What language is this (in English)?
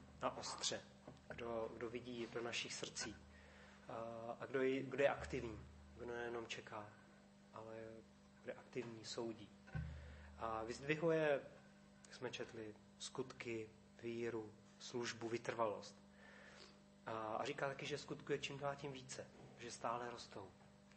Czech